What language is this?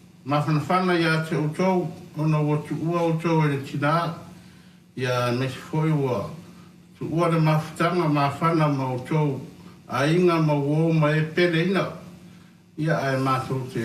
Samoan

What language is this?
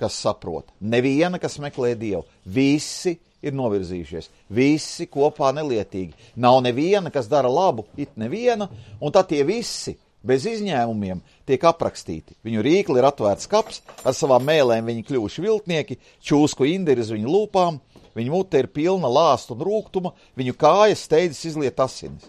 Latvian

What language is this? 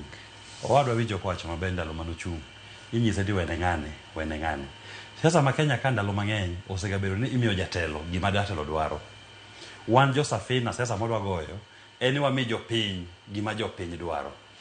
Luo (Kenya and Tanzania)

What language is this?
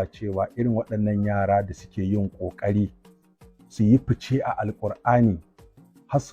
Hausa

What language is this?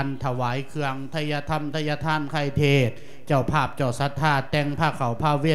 Lao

